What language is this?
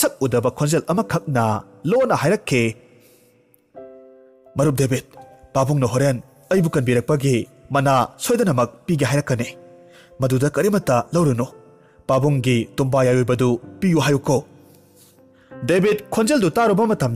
Manipuri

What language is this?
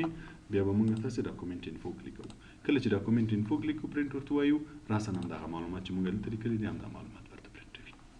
Pashto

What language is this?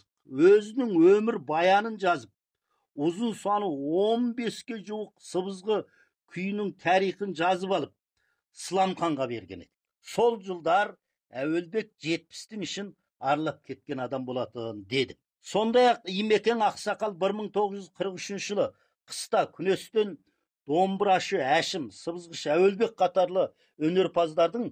Kazakh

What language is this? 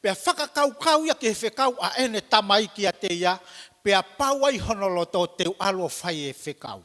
Tongan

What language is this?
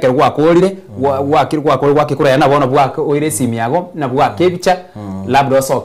Gusii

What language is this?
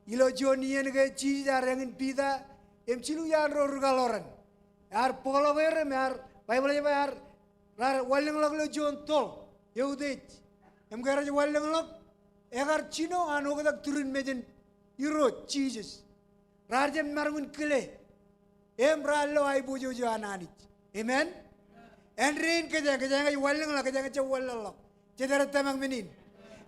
Marshallese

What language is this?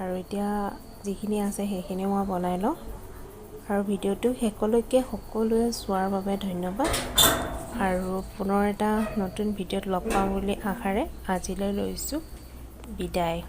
Assamese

